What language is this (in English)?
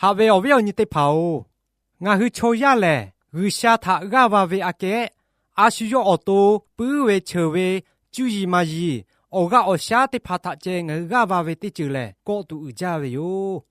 Lahu